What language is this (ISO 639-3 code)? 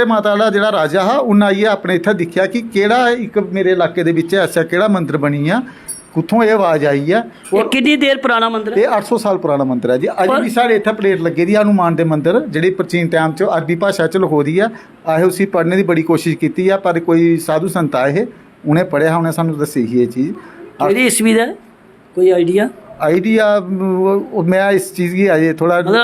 doi